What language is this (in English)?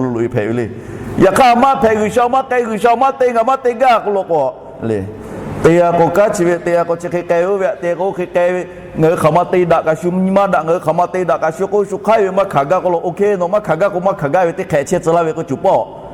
Lahu